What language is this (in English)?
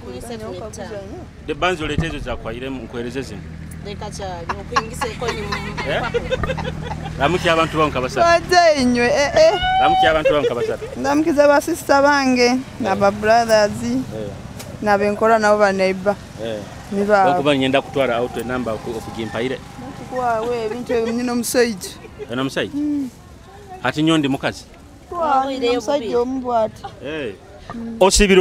Nyoro